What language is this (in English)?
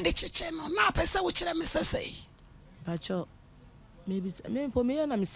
Akan